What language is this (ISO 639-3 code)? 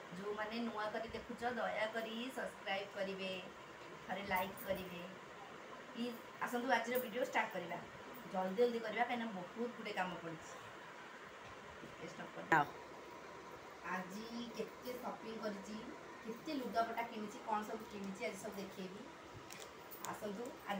ori